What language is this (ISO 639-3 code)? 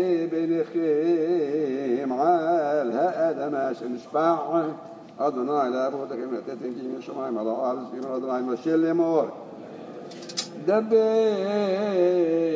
heb